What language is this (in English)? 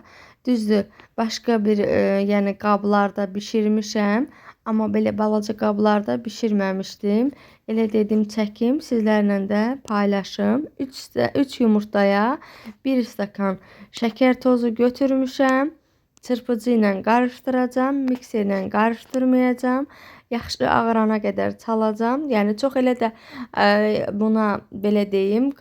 Azerbaijani